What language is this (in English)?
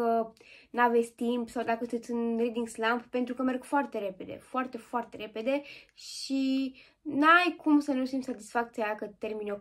Romanian